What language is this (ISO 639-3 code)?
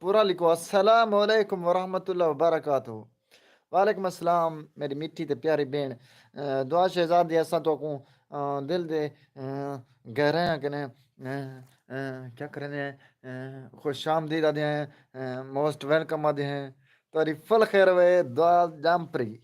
skr